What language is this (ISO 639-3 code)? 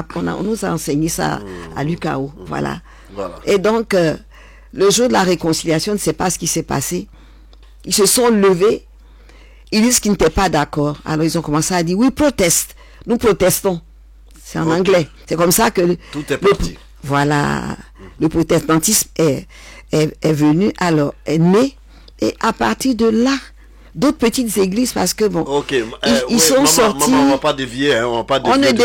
fra